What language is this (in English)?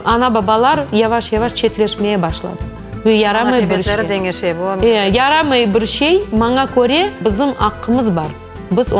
Crimean Tatar